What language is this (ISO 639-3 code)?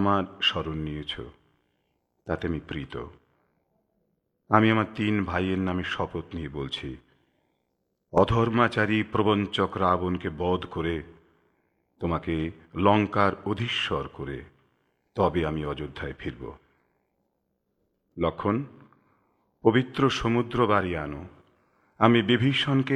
ben